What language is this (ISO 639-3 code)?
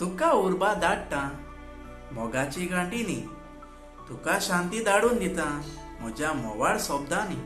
kok